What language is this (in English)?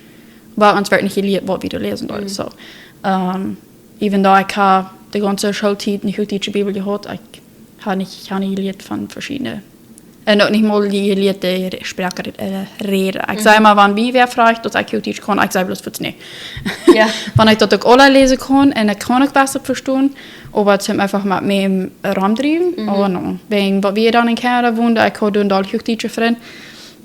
Plautdietsch